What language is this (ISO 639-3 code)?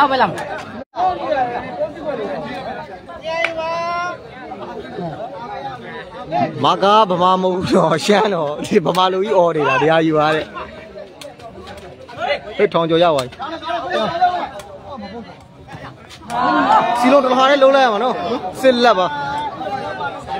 mya